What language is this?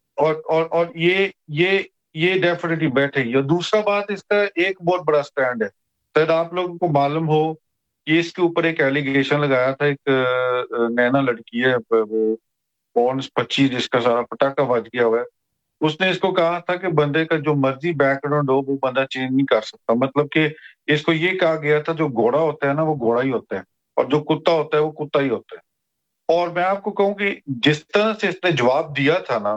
Urdu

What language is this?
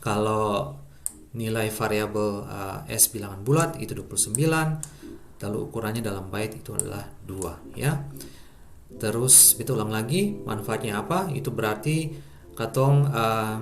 Ambonese Malay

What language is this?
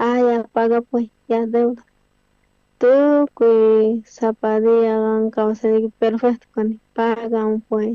South Bolivian Quechua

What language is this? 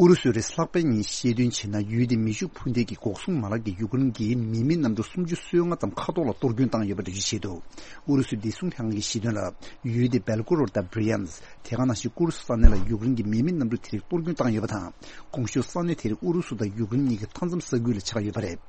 Tibetan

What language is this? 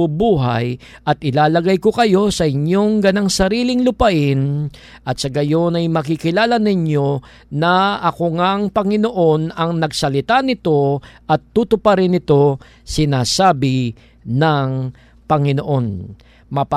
Filipino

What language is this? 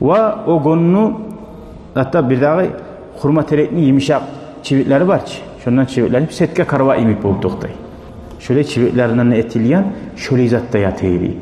Kumyk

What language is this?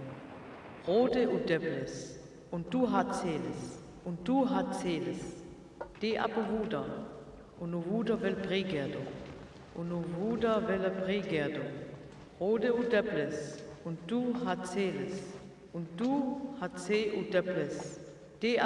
Sinte Romani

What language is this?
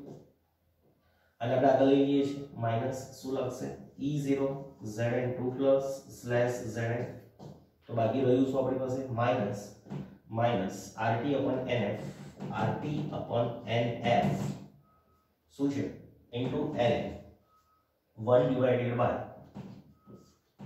Gujarati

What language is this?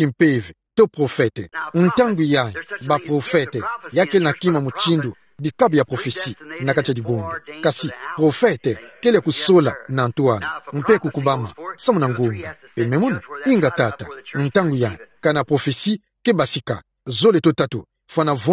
Kituba (Democratic Republic of Congo)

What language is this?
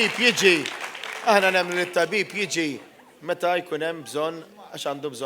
Maltese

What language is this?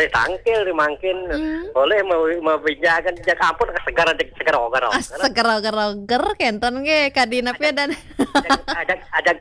Balinese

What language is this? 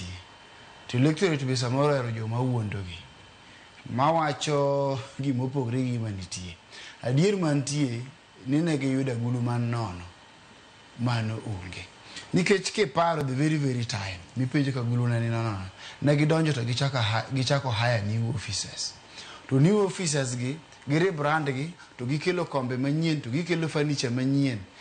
Luo (Kenya and Tanzania)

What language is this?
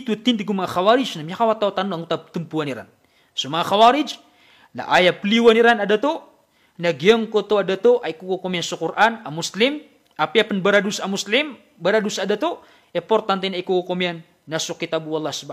Maranao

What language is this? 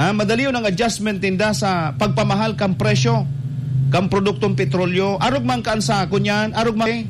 Bikol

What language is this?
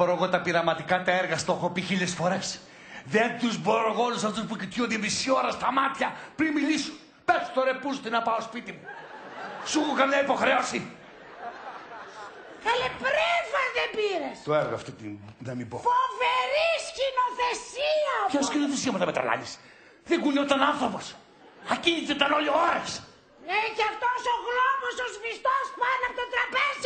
Greek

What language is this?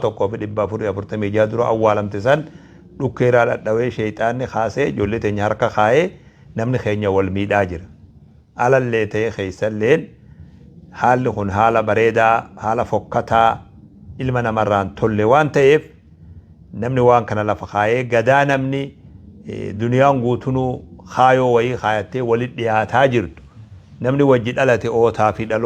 Oromo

